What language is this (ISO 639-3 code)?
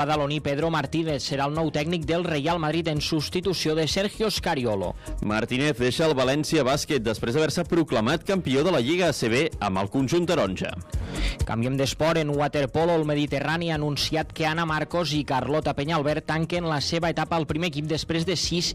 cat